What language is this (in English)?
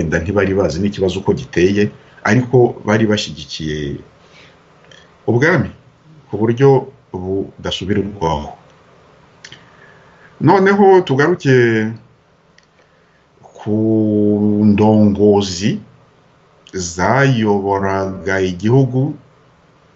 Kinyarwanda